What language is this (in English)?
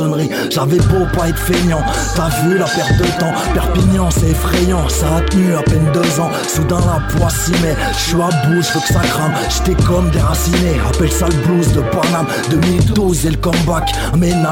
French